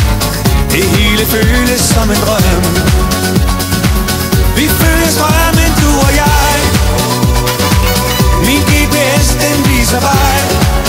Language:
Danish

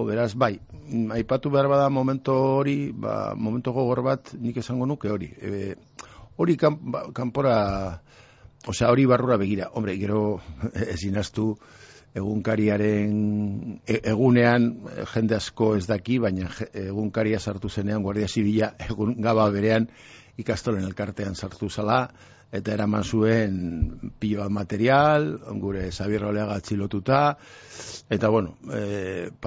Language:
Basque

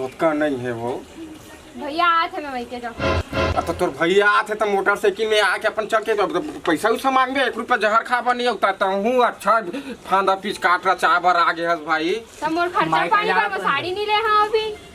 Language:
Chhattisgarhi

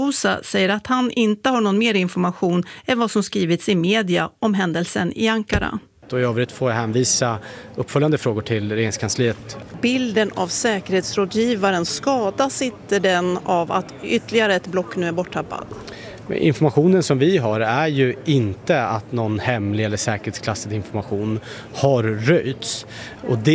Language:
Swedish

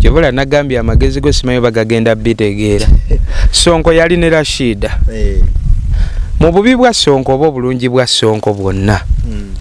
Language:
Ganda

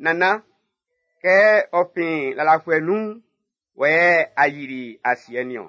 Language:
Baoulé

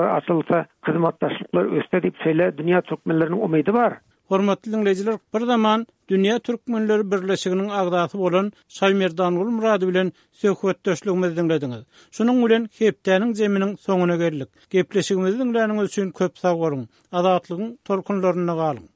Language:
Turkmen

